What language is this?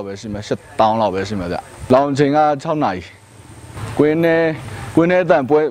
Burmese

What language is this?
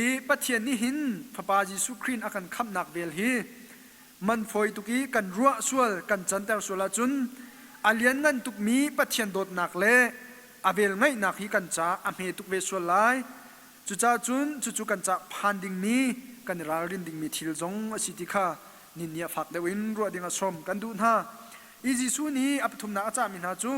Hakha Chin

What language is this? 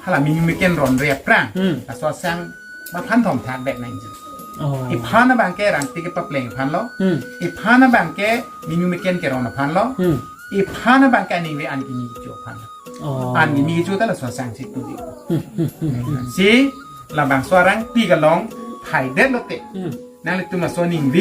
Karbi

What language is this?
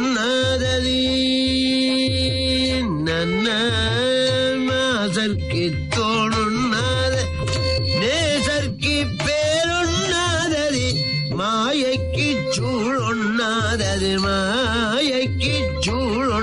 Tamil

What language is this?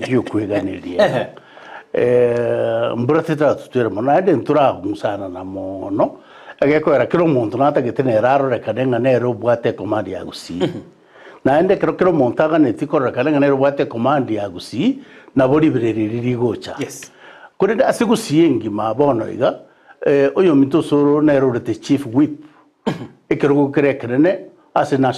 Gusii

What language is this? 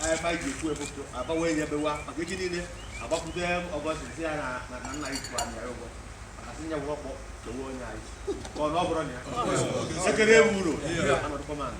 Igbo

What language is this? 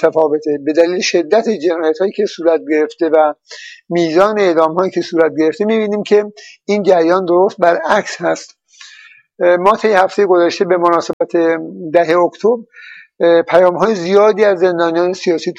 Persian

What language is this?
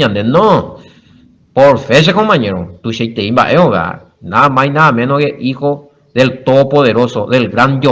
Guarani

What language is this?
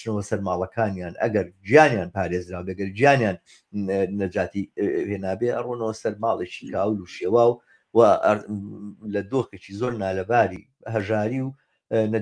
Central Kurdish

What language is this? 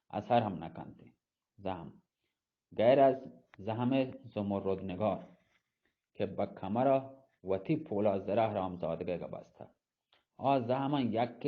Eastern Balochi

